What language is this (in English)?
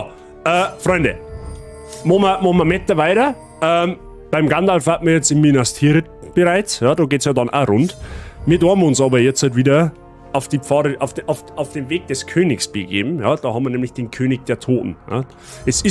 Bavarian